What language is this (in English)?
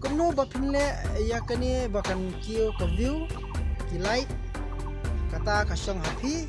Khasi